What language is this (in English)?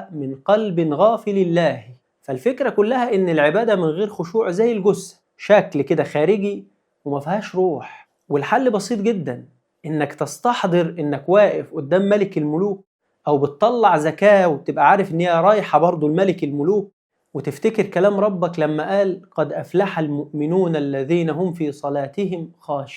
Egyptian Arabic